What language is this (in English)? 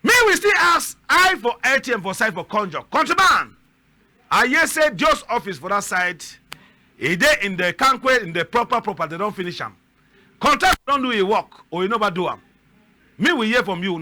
Cameroon Pidgin